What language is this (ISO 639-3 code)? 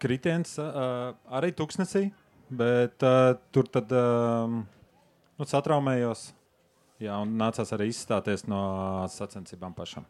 lav